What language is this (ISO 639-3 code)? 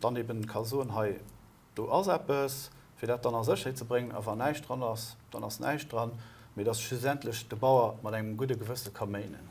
ltz